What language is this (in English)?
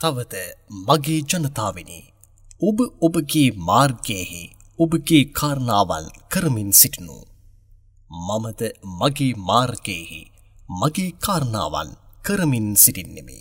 Sinhala